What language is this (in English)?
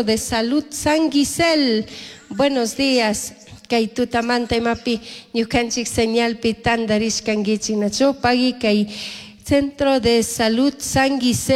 Chimborazo Highland Quichua